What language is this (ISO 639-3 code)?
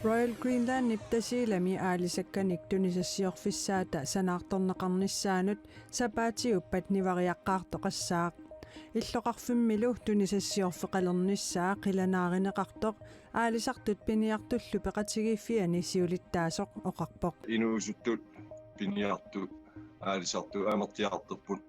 kal